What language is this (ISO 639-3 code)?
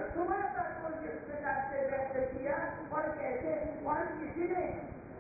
hin